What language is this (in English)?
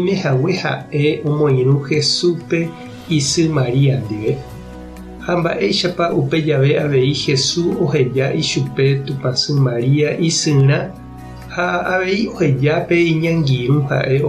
Guarani